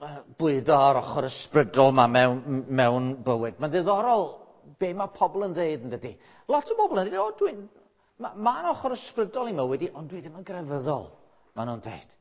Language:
Welsh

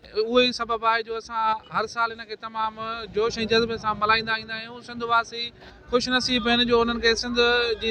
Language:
Sindhi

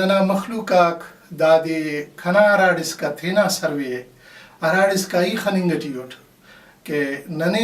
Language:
Brahui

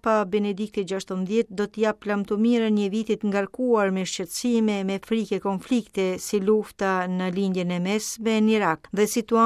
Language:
Albanian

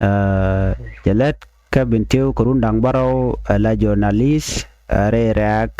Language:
Nuer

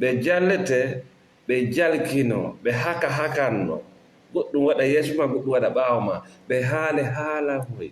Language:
Fula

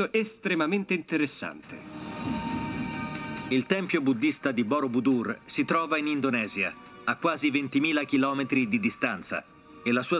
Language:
Italian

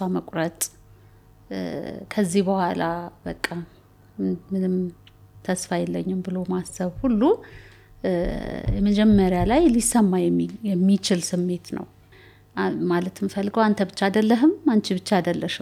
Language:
Amharic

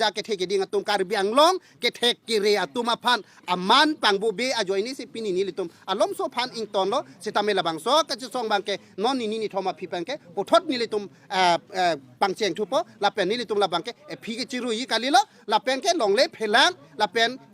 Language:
Karbi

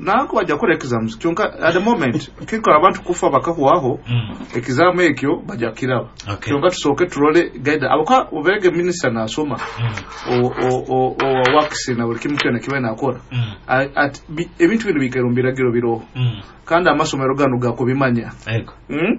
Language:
Nyoro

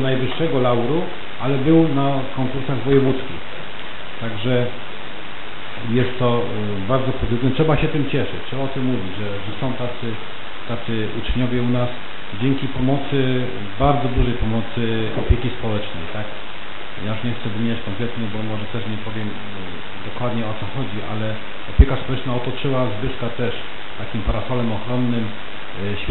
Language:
Polish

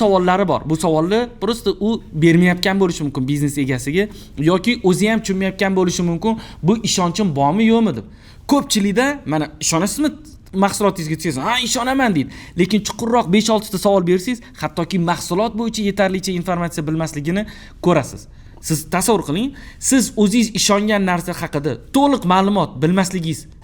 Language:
Uzbek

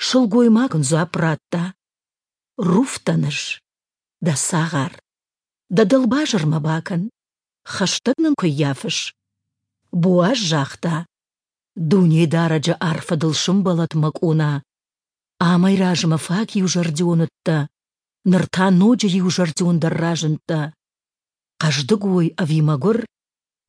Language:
Ossetic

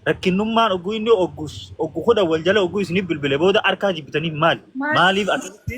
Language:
Oromo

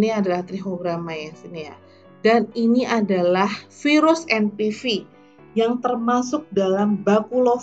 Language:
Indonesian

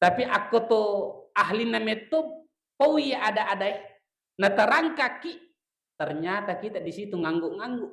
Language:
Buginese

